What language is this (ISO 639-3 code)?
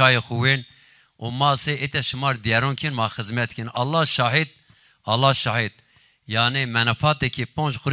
zza